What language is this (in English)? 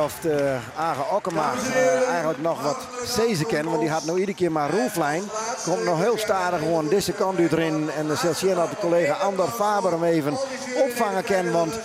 Western Frisian